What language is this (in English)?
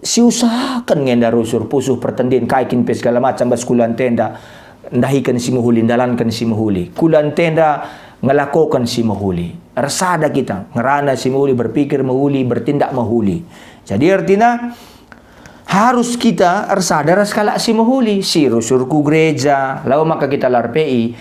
Batak Karo